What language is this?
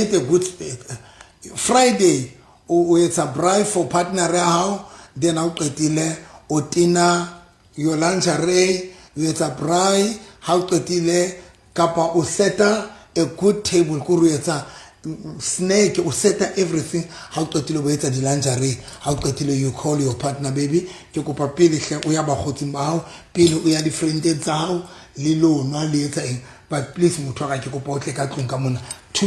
Southern Sotho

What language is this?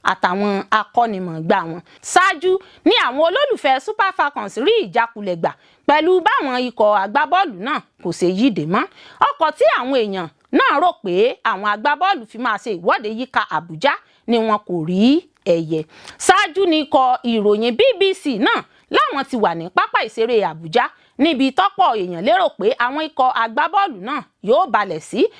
Yoruba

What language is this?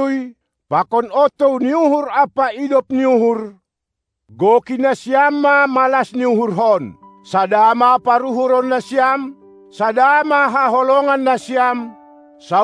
Batak Simalungun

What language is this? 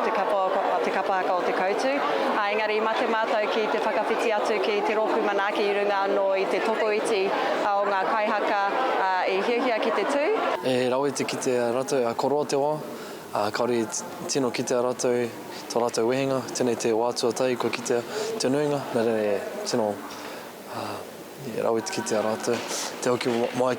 Māori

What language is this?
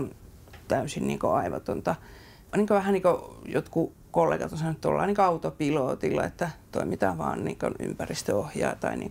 Finnish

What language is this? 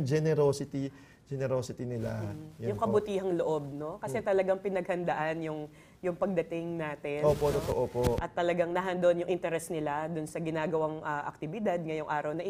Filipino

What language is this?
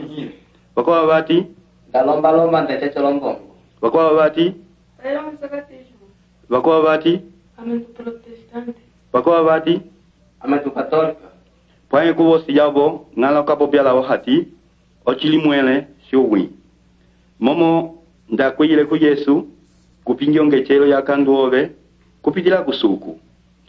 Umbundu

